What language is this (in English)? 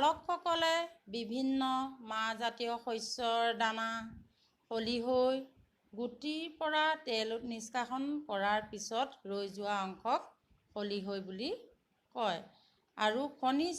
Assamese